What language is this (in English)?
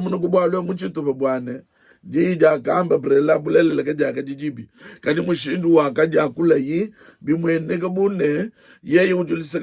Luba-Lulua